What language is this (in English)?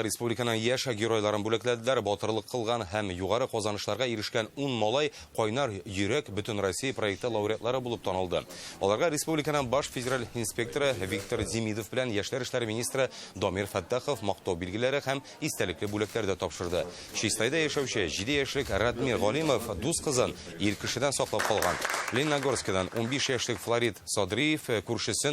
Tatar